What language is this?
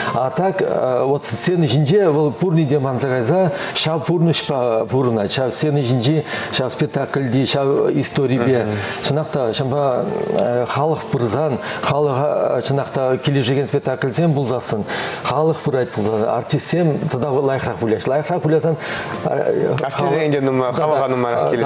Chuvash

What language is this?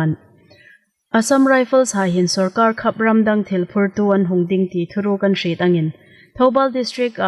Hmar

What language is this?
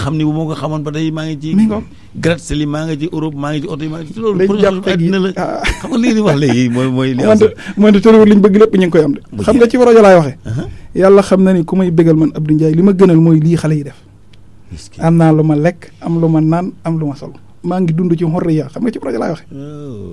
Wolof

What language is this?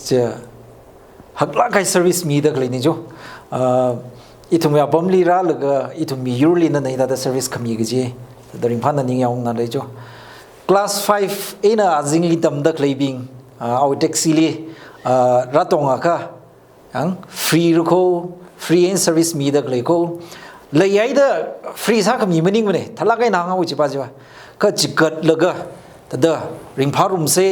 Tangkhul Naga (India)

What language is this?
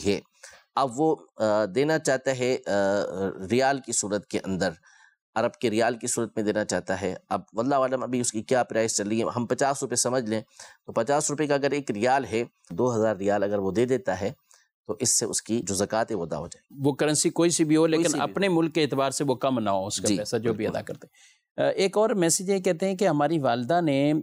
Urdu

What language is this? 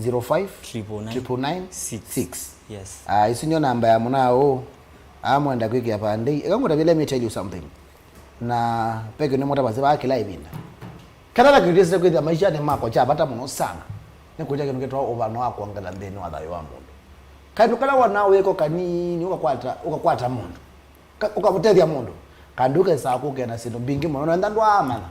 Kamba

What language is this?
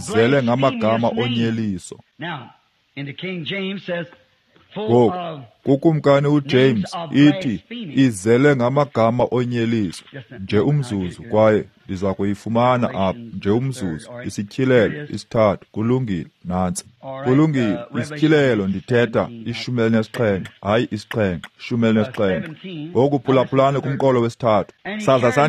Xhosa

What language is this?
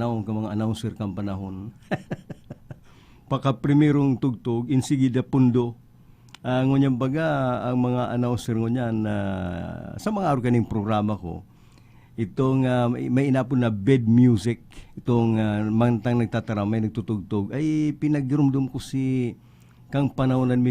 Bikol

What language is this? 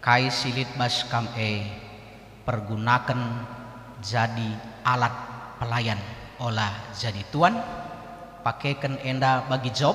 Batak Karo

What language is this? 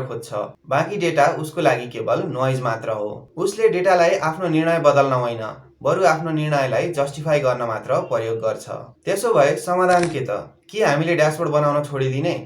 Nepali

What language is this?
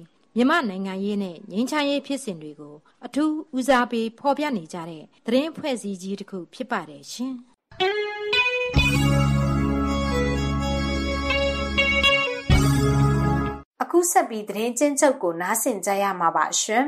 Burmese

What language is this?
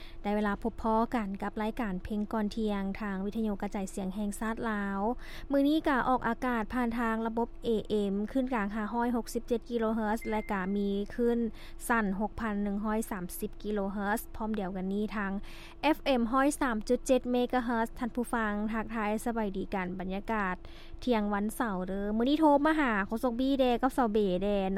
Lao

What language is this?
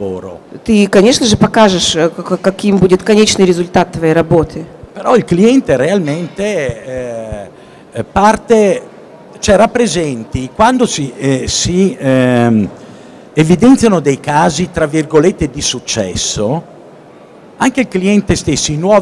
Italian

